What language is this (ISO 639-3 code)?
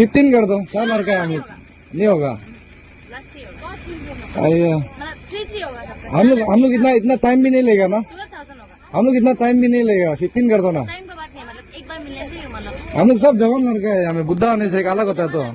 mjw